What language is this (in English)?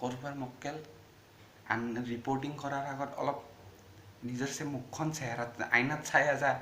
Assamese